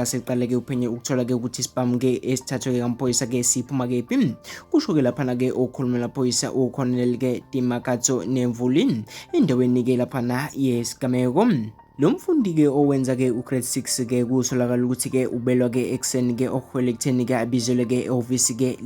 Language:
Zulu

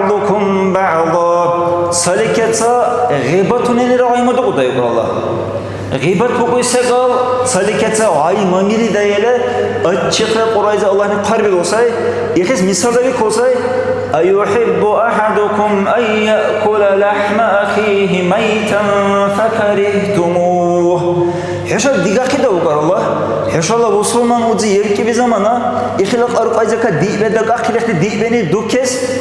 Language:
Dargwa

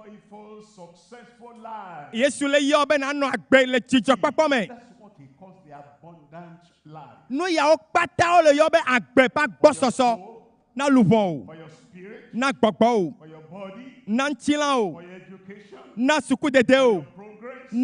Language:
Ewe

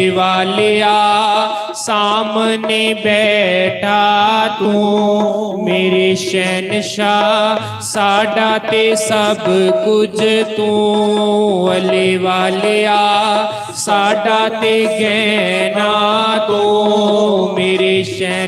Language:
Dogri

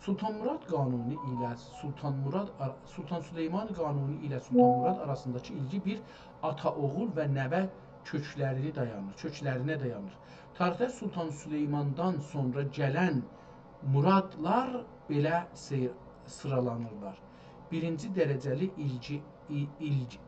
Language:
South Azerbaijani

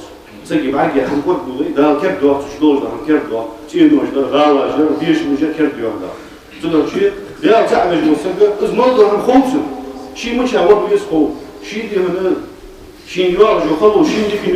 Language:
Ingush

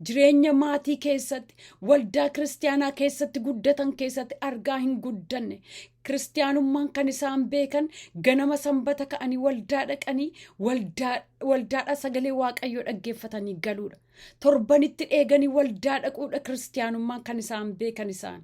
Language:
Oromo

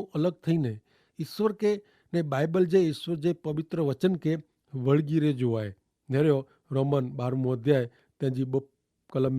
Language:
Kachhi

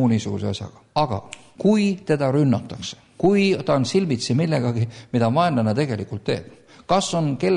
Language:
Estonian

